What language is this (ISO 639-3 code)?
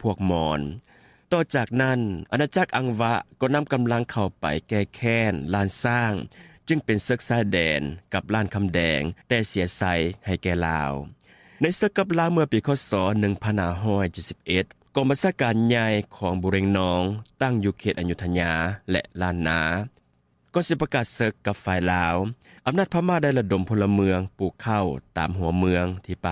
lao